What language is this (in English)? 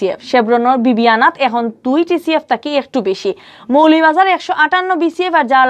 Sylheti